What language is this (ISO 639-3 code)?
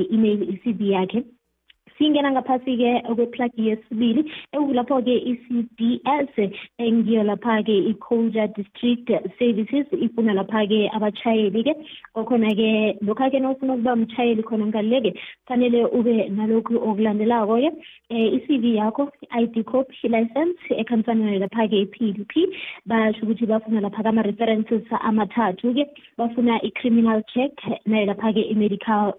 nbl